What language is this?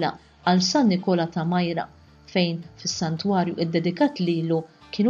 Maltese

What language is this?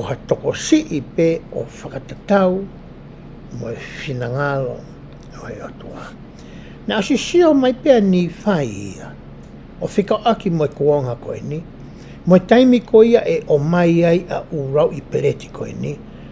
Tongan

